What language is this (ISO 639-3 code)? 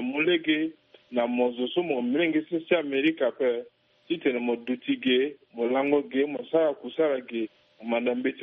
sag